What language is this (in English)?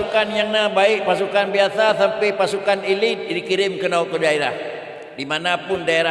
Achinese